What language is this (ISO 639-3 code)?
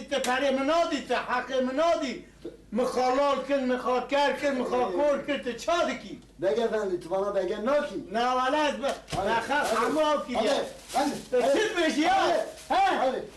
kur